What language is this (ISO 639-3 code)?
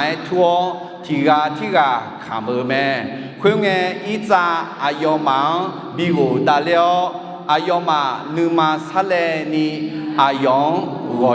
ahk